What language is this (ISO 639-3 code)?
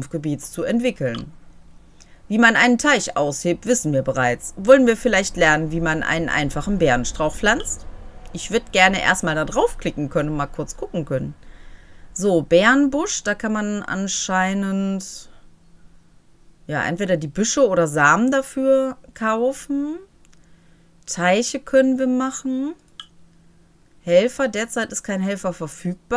deu